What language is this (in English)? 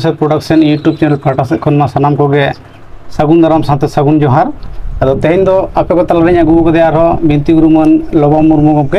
Santali